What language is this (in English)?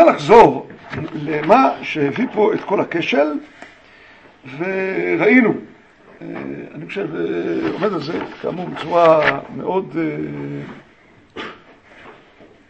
Hebrew